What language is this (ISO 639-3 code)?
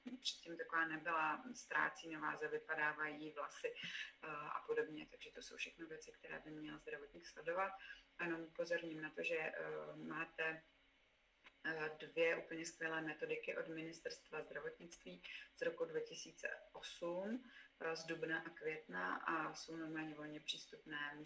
ces